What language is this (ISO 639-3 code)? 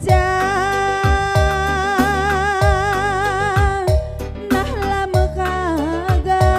btx